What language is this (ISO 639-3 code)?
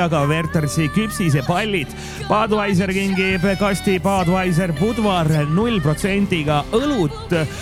est